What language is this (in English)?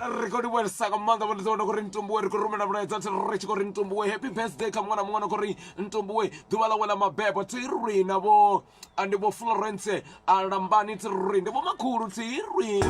Venda